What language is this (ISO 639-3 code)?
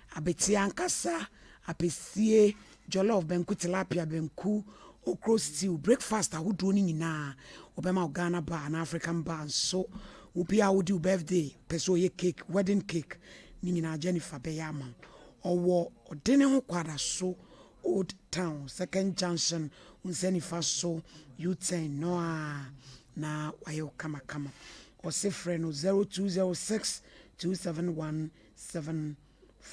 aka